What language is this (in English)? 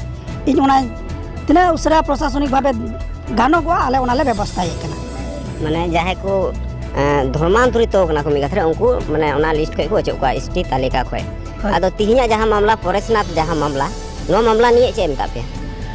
Santali